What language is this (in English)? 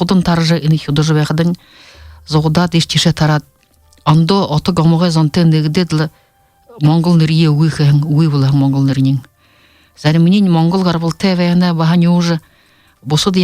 Buriat